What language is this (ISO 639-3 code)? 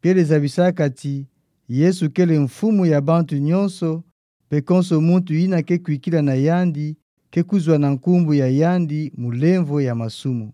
ktu